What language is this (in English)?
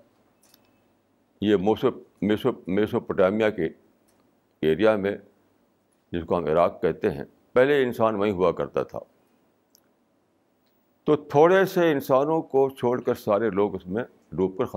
Urdu